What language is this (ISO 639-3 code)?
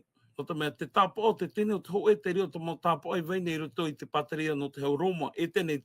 tah